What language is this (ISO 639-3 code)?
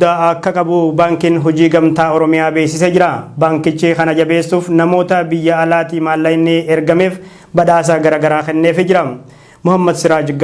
orm